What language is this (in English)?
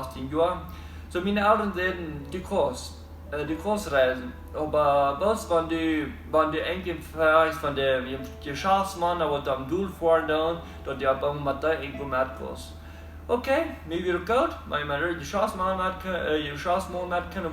Plautdietsch